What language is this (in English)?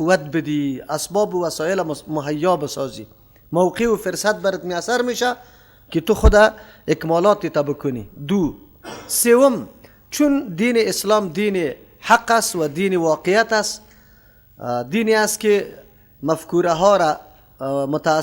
Persian